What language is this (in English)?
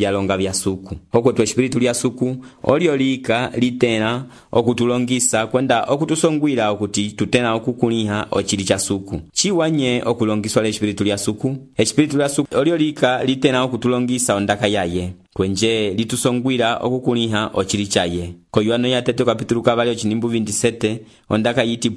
Umbundu